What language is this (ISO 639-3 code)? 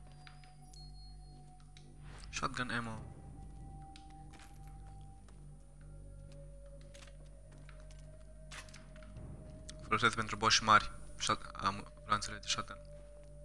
ron